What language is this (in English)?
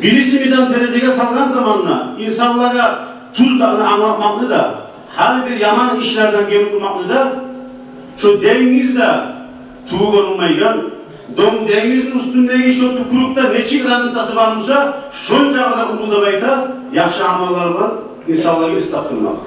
Kumyk